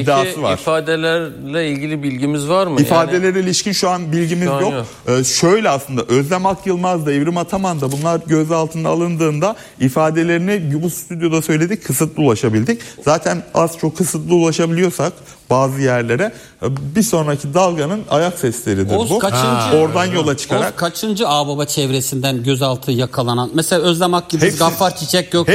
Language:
Turkish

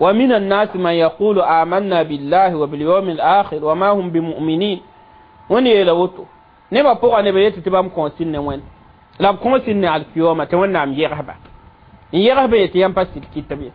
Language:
Mossi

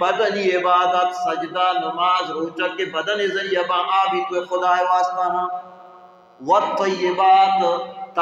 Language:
Baluchi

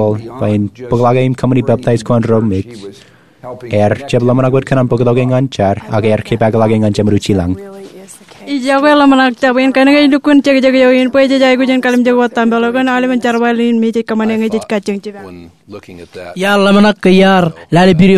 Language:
Marshallese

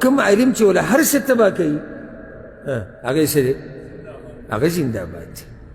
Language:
Pashto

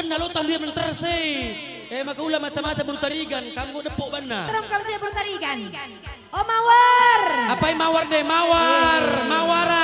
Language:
Batak Karo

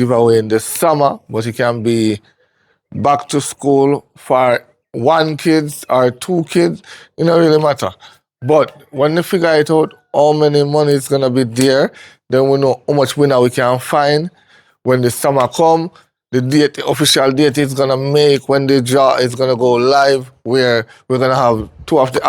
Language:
Jamaican Creole English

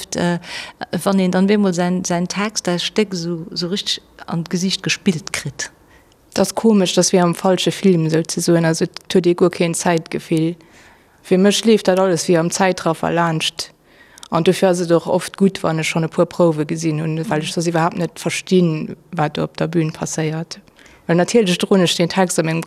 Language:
Luxembourgish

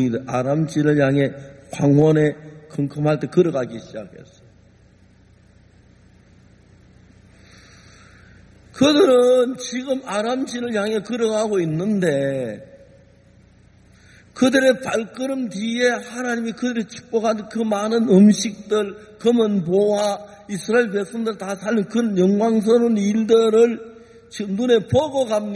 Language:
Korean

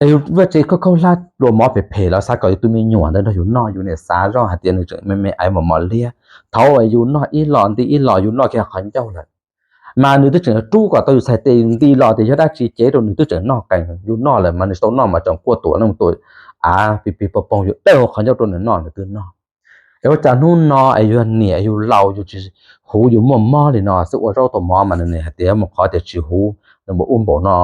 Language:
Hmong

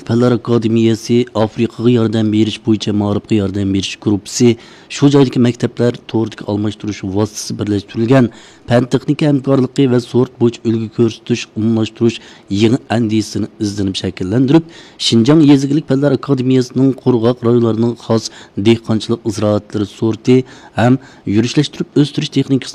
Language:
Uyghur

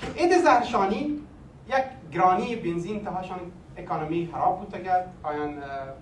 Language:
Baluchi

